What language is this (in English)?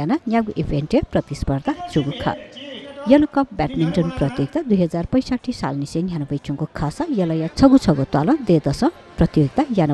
Newari